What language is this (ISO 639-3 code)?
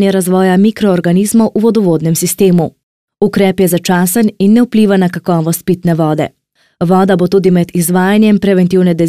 slv